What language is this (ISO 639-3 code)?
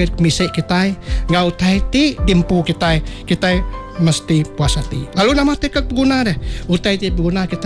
iba